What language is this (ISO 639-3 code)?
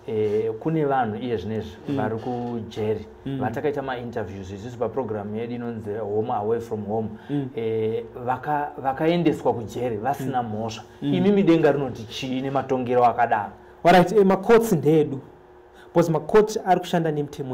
sna